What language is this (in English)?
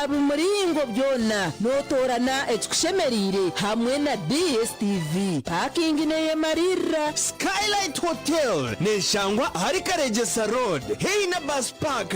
Nyankole